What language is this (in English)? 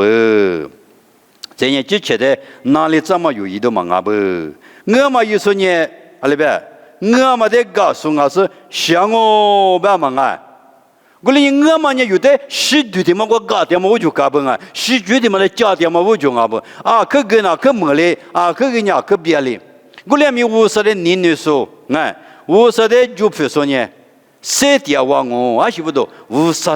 Lisu